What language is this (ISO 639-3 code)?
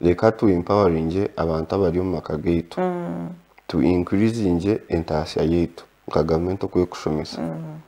nyn